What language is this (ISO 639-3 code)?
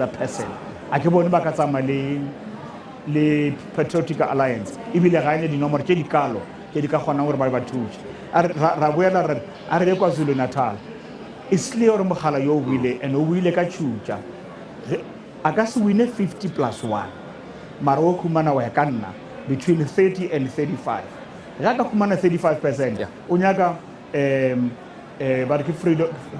nso